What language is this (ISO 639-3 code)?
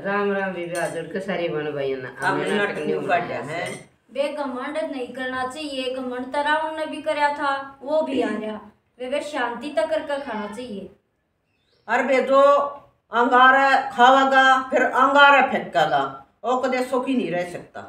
bgc